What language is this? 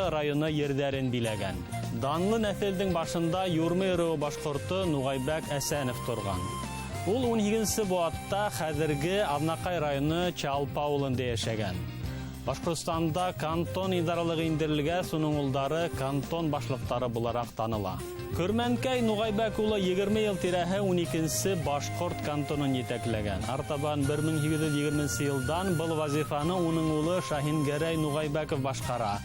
Bashkir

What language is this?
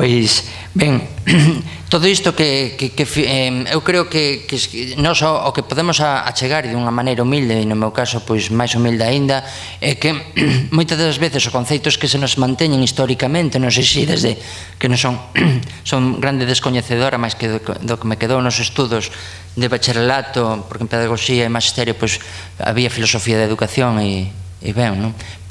Galician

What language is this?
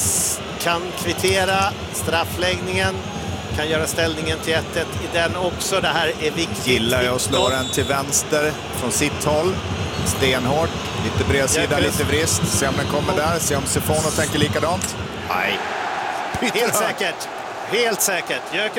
Swedish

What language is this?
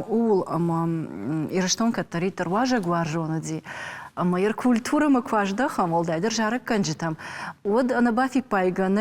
Ossetic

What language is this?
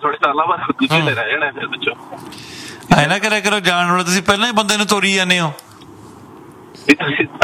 Punjabi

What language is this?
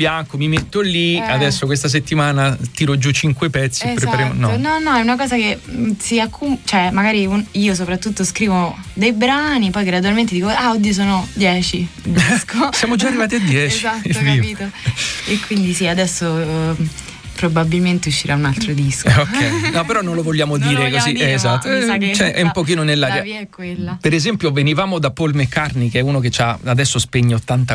Italian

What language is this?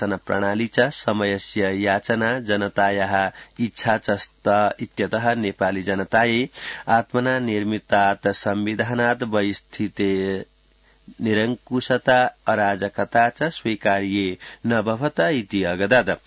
Sanskrit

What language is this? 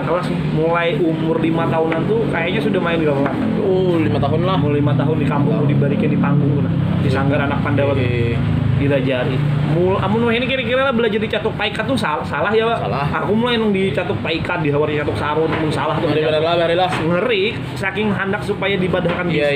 Banjar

